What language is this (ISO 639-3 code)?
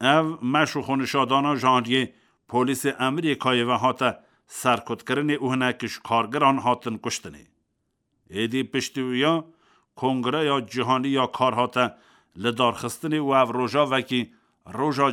kur